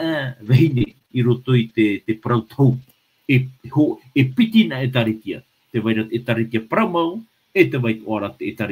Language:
Tahitian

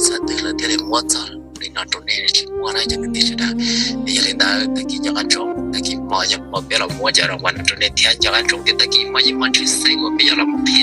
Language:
Hmong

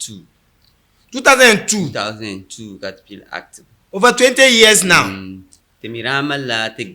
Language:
Dagbani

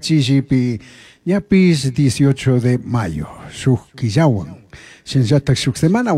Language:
Chimborazo Highland Quichua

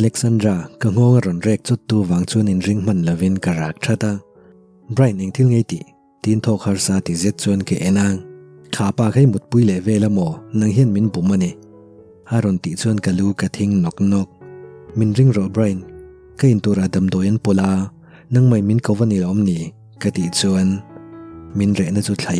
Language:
Mizo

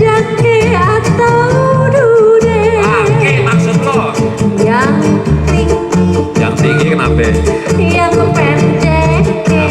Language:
Betawi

